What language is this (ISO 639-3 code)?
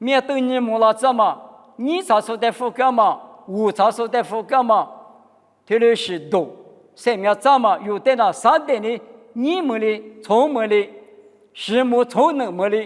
lis